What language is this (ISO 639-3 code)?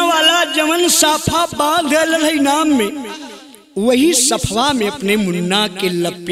bho